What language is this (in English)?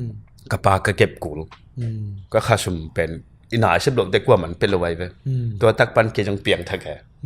Tedim Chin